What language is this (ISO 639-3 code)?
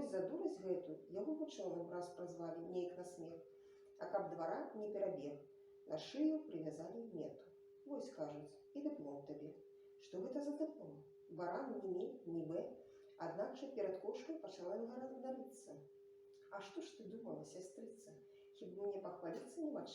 bel